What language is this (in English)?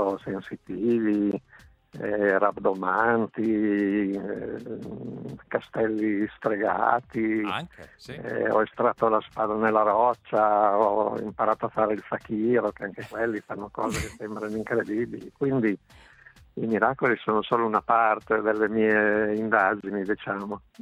Italian